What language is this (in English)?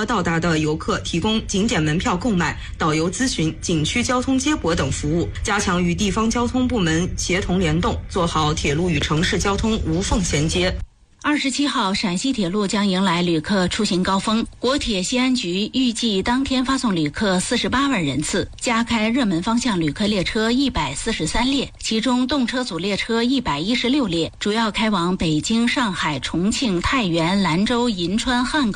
Chinese